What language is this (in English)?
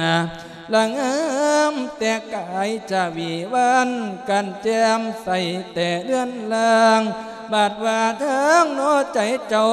Lao